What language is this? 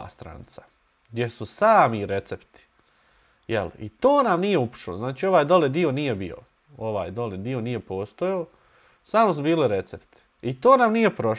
Bosnian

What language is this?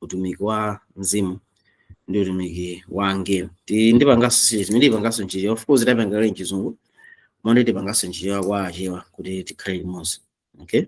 Nyanja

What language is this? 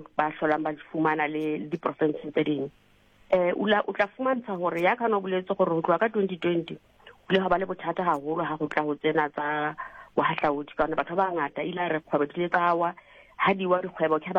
Southern Sotho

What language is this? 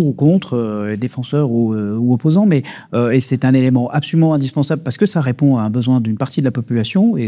French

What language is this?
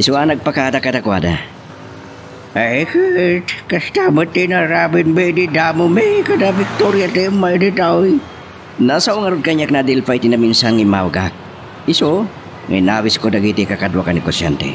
Iloko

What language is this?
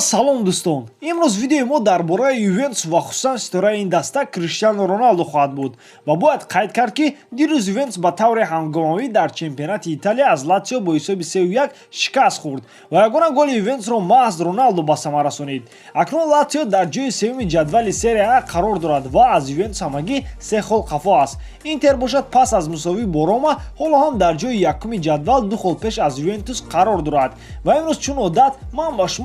Tajik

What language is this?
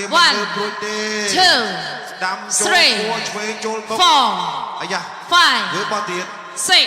Khmer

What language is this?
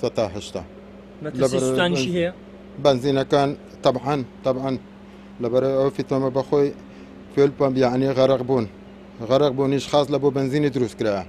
Central Kurdish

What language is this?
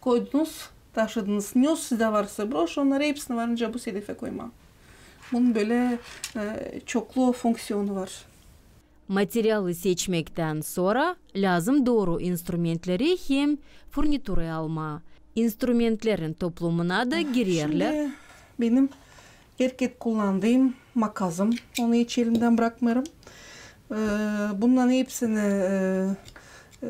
Gagauz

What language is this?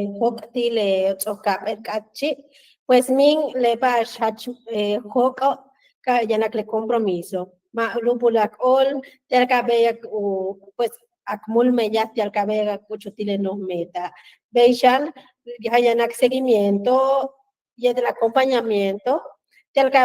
Yucateco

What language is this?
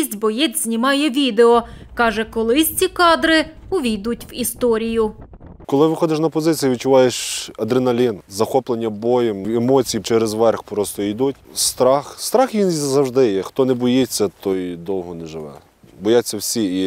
Ukrainian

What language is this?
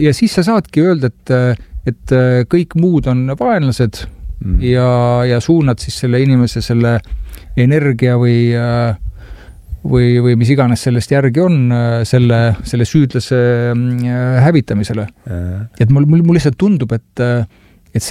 Estonian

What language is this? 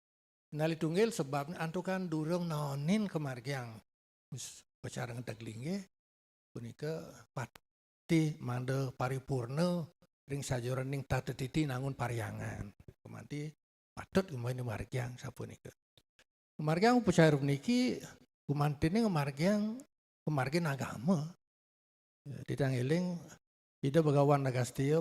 Balinese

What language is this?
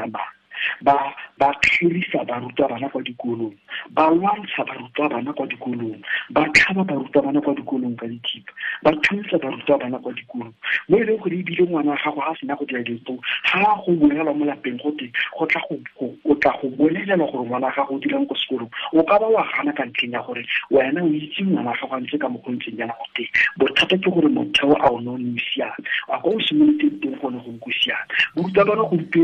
Tswana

